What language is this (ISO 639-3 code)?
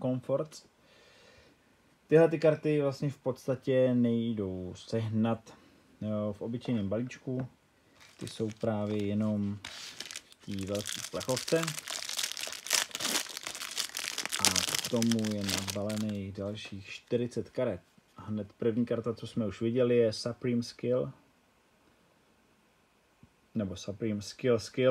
ces